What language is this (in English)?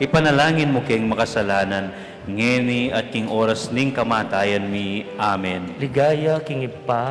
Pampanga